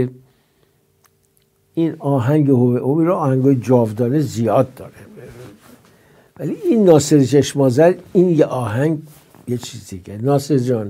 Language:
Persian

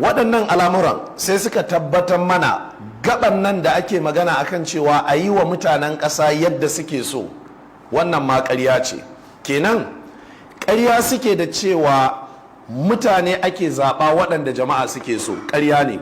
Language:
Hausa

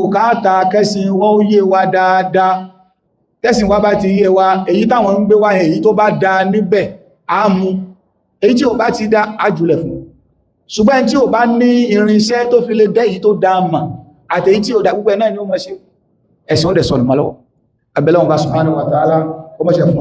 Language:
Yoruba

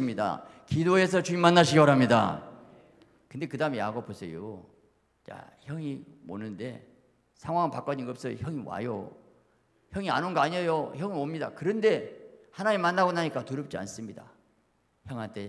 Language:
Korean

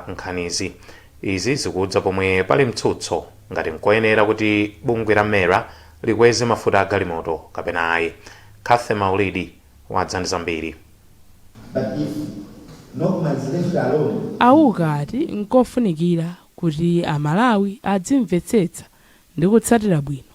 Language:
Nyanja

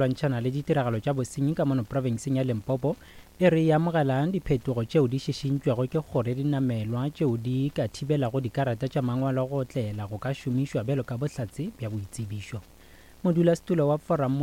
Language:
Northern Sotho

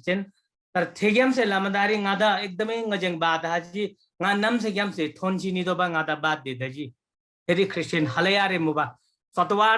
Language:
Eastern Tamang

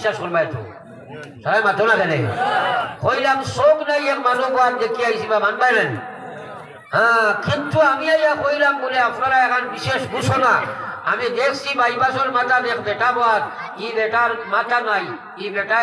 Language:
Sylheti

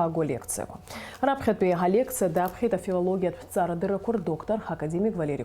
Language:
Abkhazian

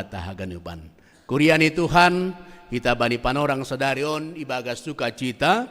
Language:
Batak Simalungun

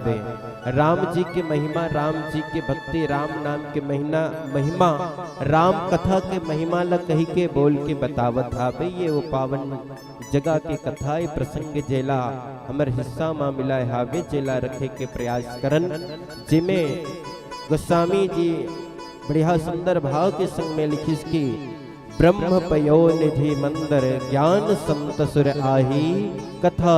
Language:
Chhattisgarhi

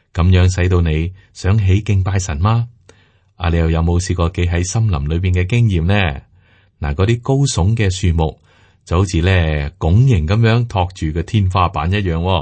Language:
Cantonese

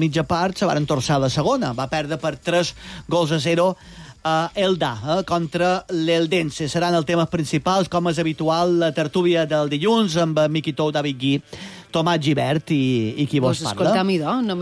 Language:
Catalan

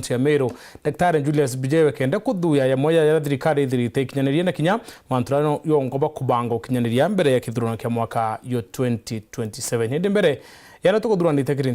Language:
Meru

